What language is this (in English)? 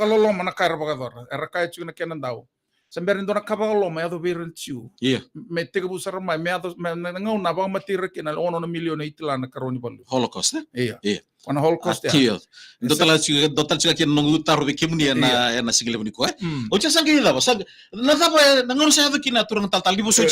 Fijian